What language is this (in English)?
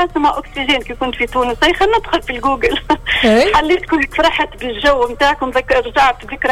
Tunisian Arabic